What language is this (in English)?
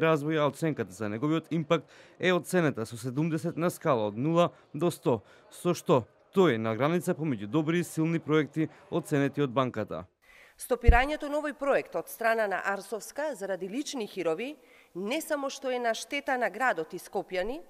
Macedonian